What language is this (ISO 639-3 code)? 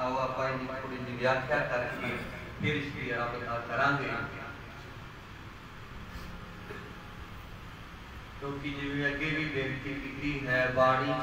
pan